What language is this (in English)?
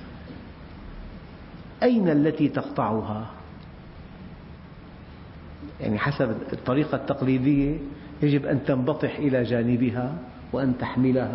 Arabic